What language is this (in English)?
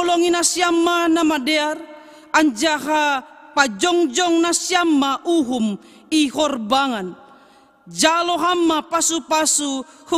Batak Simalungun